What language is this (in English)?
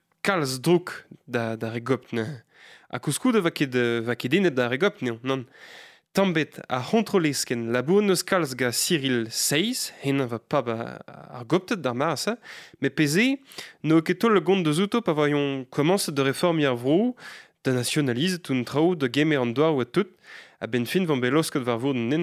Breton